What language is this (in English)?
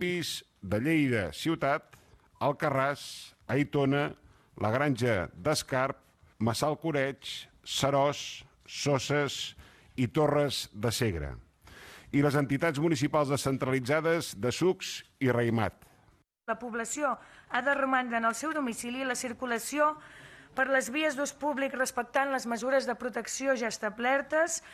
Catalan